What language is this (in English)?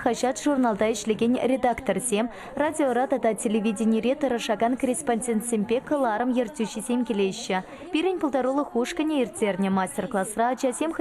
Chuvash